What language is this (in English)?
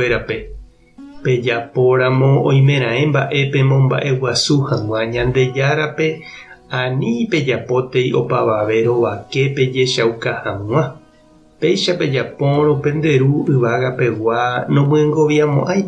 Guarani